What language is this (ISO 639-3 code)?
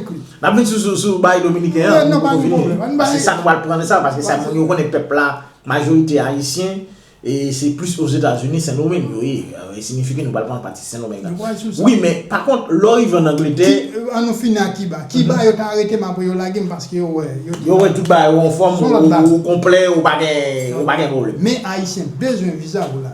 hat